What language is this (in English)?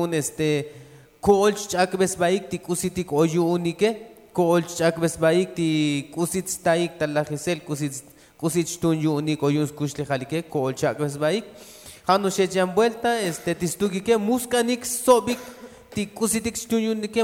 Tzotzil